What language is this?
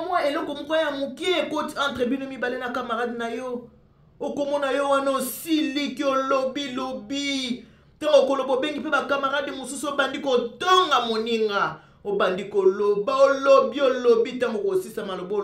Lingala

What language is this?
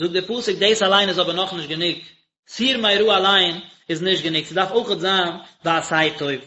Yiddish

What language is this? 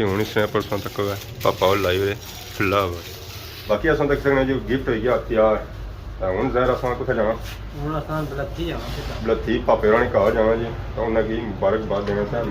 Pahari-Potwari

